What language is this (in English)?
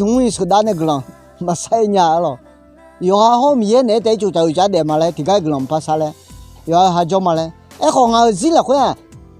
Akha